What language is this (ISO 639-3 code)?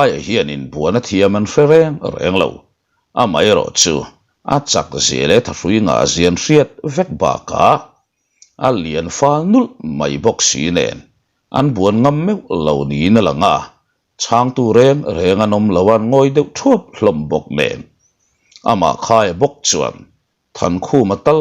lus